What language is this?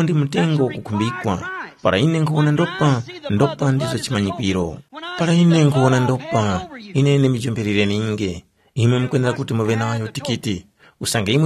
Tumbuka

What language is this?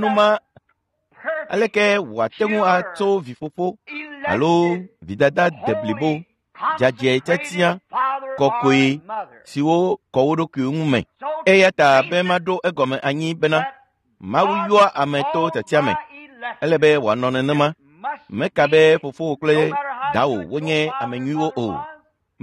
Ewe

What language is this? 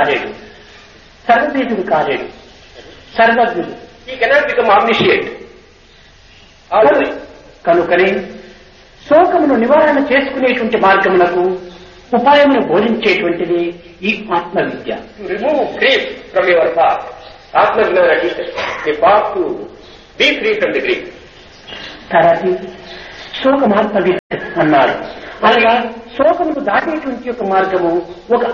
Telugu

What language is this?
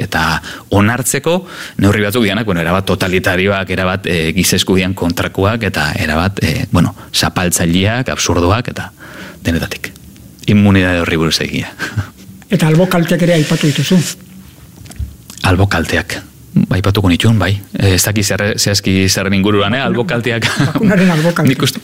Basque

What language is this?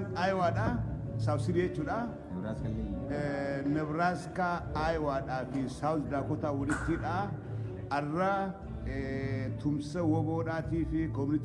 Oromo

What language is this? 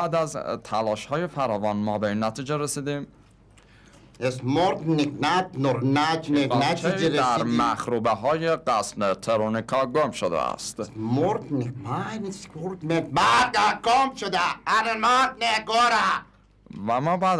Persian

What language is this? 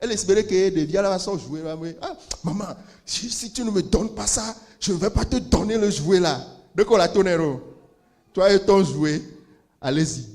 Ewe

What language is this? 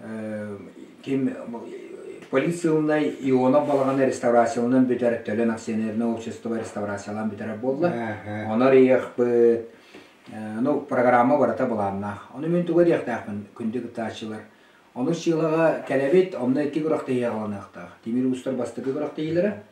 Yakut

